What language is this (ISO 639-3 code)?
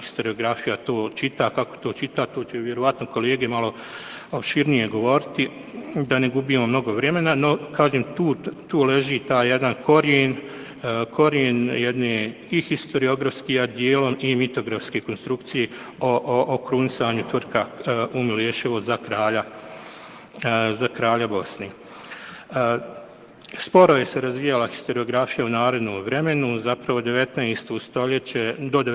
bos